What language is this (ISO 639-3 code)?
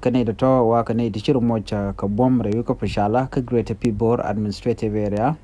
nus